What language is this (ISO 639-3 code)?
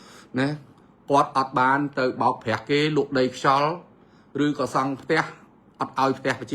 khm